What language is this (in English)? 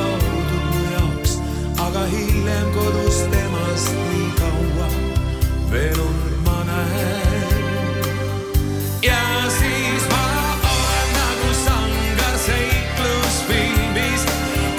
Estonian